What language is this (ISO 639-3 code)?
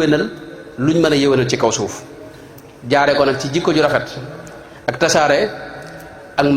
wol